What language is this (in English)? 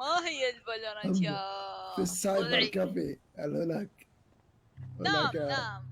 Mesopotamian Arabic